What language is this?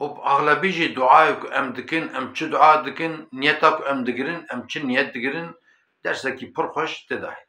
Kurdish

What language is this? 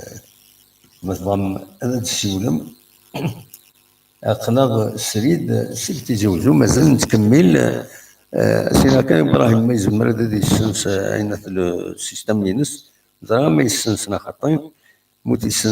Kabyle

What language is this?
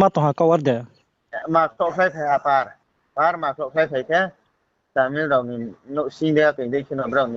Riang (India)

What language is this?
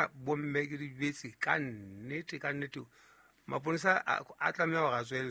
Southern Sotho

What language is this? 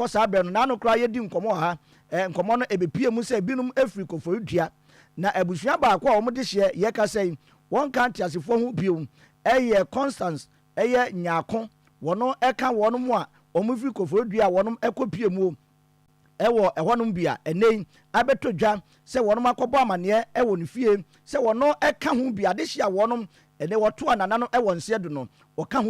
Akan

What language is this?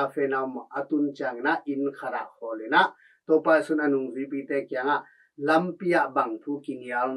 Tedim Chin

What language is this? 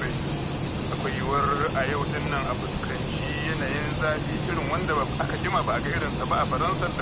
Hausa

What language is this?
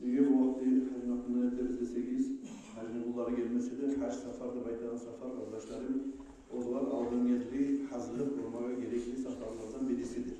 Kumyk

